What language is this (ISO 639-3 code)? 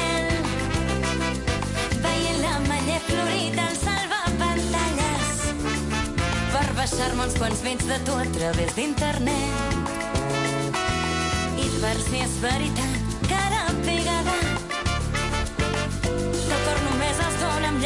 cat